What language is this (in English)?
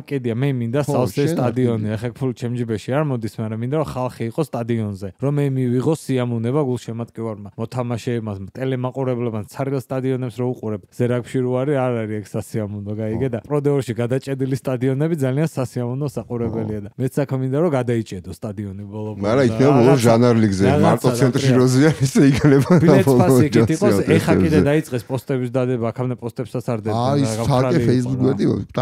Georgian